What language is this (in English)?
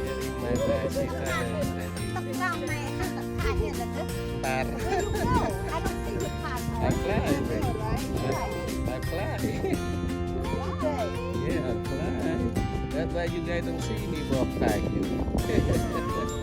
Central Mnong